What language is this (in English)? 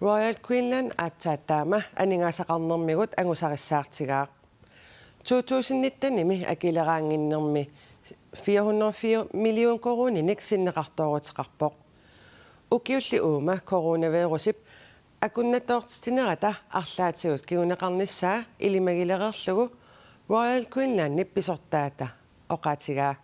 Kalaallisut